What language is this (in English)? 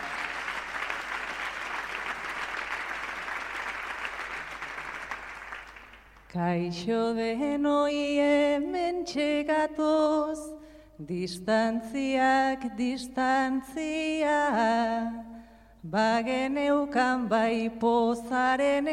Basque